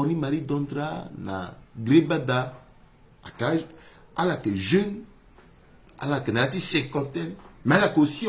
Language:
Sango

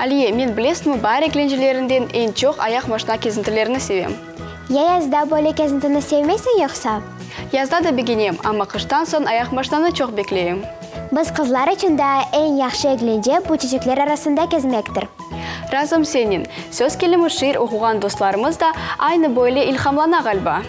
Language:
Crimean Tatar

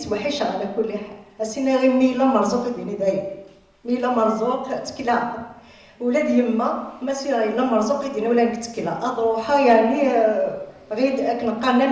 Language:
Kabyle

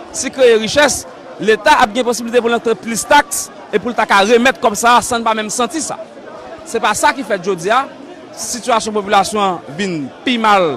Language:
Haitian Creole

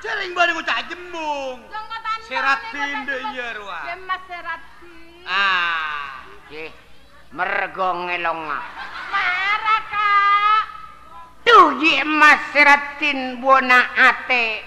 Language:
Madurese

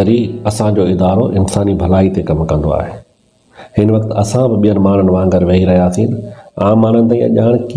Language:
Sindhi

